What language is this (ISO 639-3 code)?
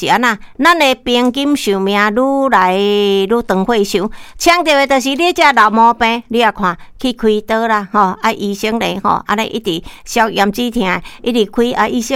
nan